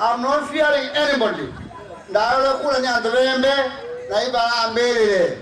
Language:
Meru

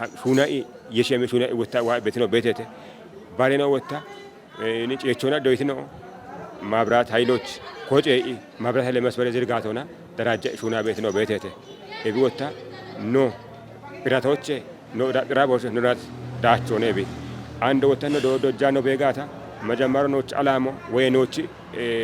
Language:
Kafa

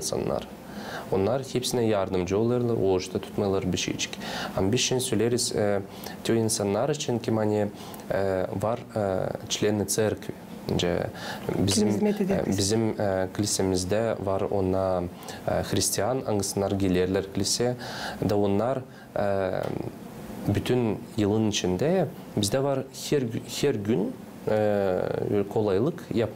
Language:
Gagauz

